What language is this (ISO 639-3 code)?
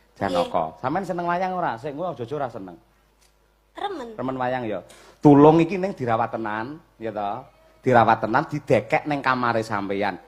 jav